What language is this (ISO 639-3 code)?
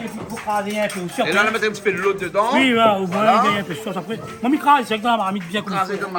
rcf